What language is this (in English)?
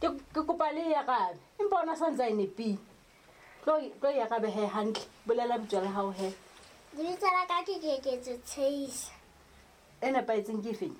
Southern Sotho